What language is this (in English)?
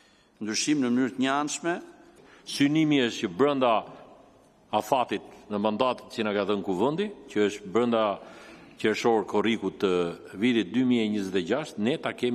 Albanian